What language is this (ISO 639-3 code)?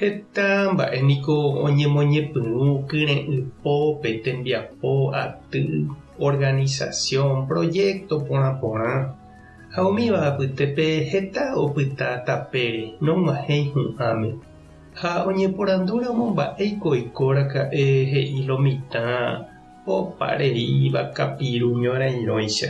grn